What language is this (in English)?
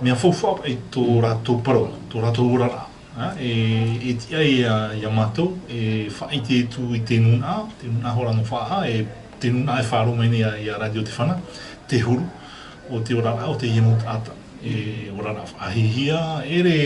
Tahitian